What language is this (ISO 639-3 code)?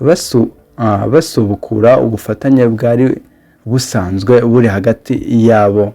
kin